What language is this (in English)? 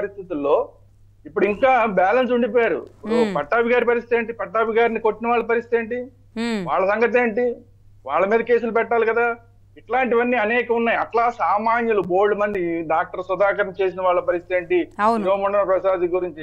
Telugu